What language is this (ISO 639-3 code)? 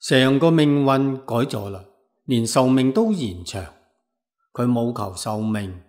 yue